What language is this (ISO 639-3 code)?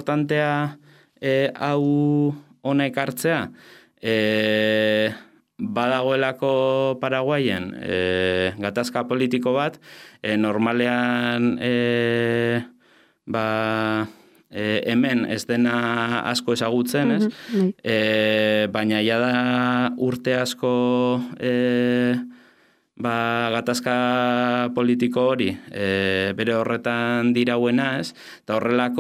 eus